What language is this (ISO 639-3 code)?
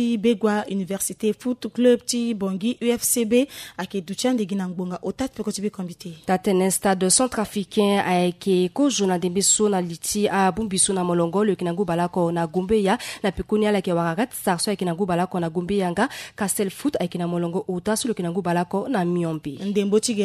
sag